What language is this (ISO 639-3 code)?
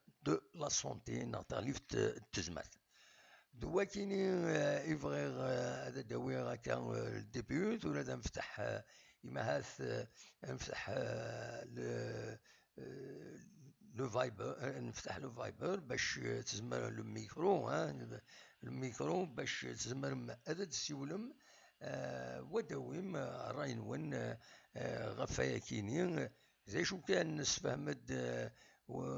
kab